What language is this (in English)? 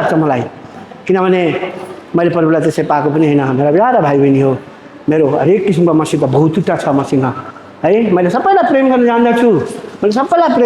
Nepali